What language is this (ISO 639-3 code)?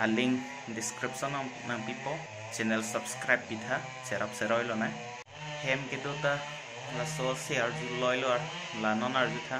mjw